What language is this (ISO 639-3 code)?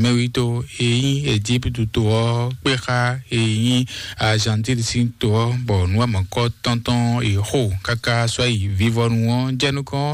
fon